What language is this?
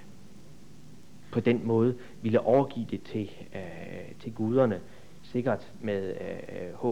Danish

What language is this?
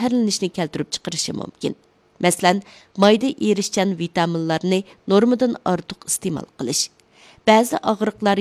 Uyghur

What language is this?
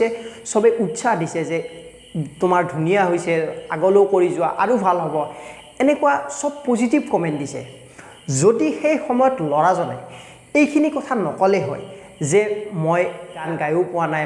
Assamese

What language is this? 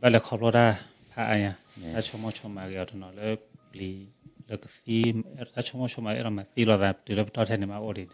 S'gaw Karen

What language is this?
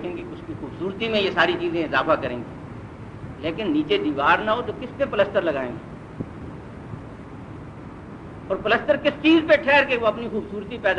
Urdu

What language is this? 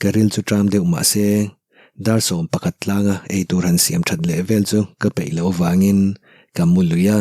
Mizo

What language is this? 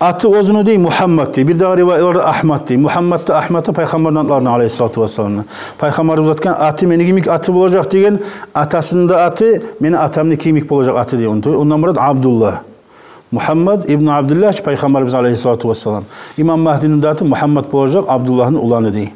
Kumyk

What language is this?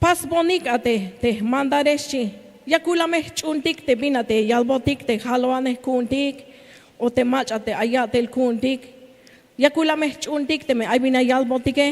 Tzeltal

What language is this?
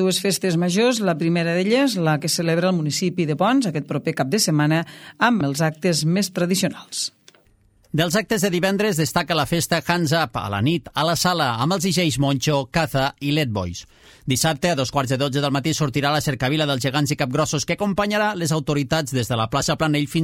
Catalan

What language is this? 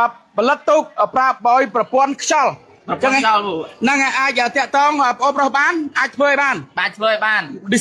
Khmer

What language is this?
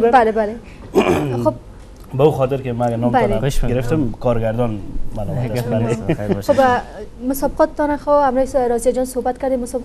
Persian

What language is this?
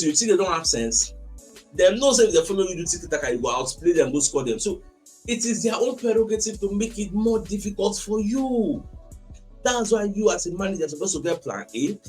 Nigerian Pidgin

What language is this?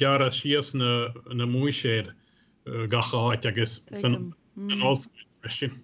Irish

